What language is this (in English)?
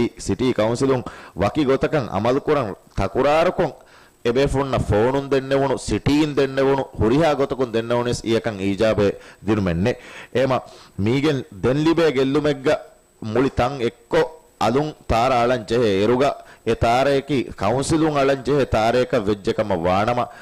Divehi